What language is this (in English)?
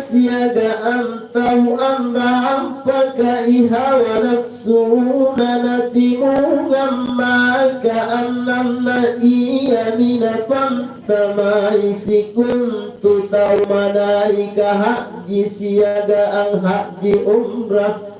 Makasar